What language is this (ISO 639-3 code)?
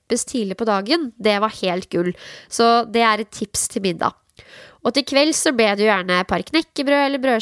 nor